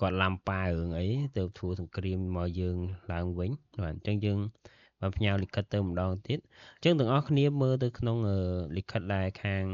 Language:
Khmer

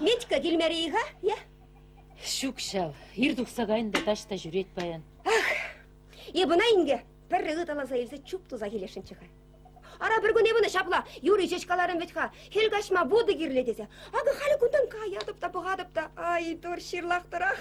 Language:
Chuvash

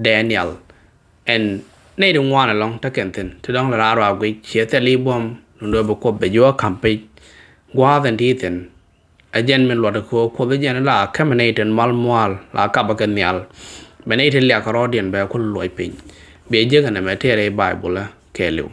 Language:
Nuer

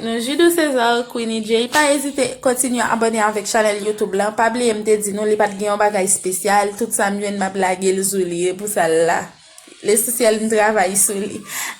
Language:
Haitian Creole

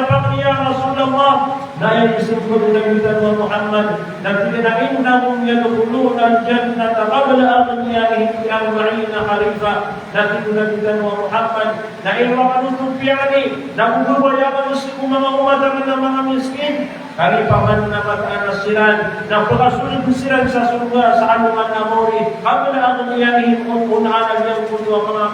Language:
Maranao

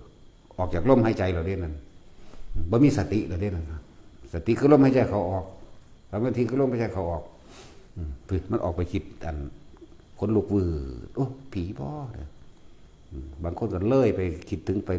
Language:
Northeastern Thai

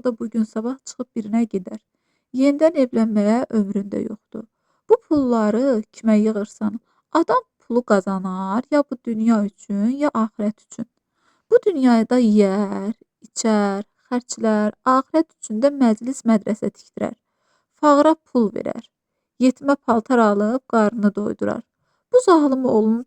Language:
Azerbaijani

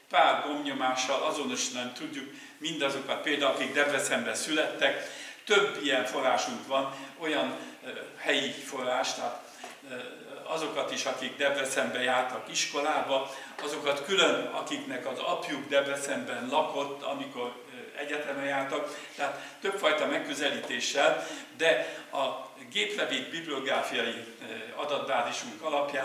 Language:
Hungarian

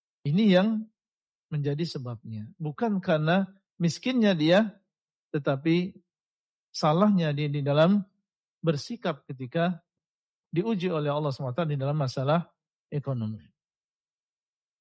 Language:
Indonesian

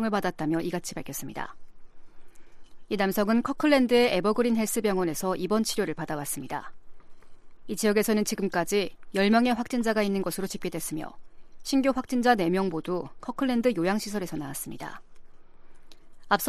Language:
Korean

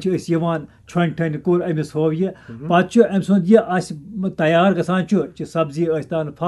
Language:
Kashmiri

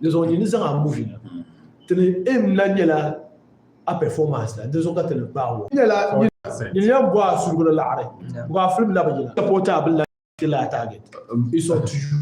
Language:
Dagbani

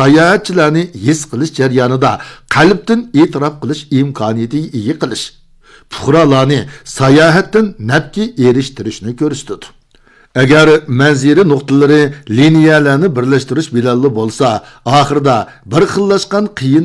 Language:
Uyghur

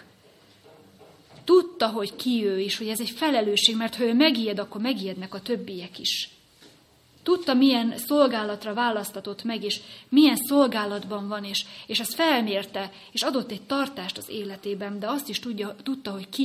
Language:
Hungarian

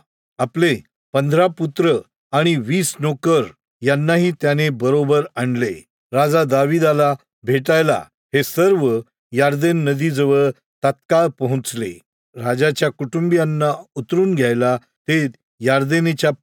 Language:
Marathi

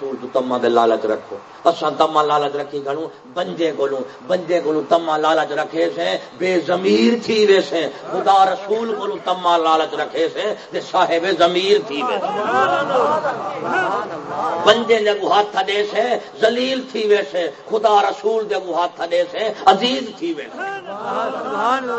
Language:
Saraiki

